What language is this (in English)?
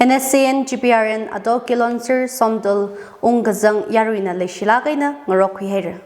Tangkhul Naga (India)